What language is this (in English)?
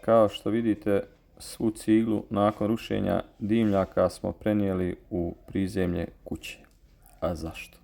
Serbian